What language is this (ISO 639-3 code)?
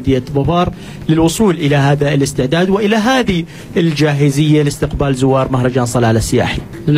ara